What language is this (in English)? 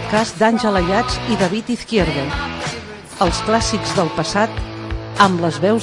Catalan